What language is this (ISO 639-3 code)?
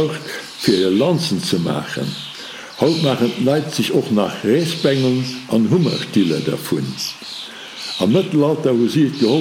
ltz